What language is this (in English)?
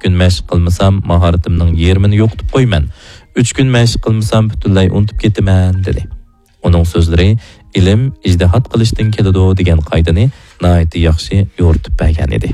Uyghur